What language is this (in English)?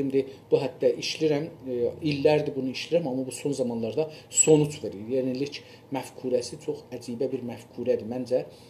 South Azerbaijani